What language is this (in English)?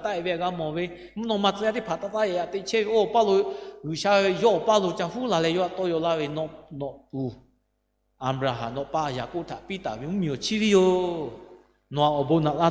Lahu